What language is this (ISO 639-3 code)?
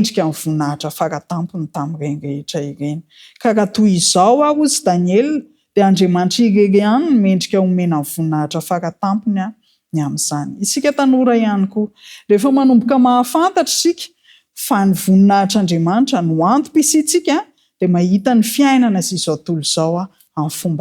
mlg